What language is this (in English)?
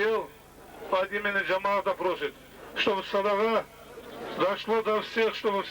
Kumyk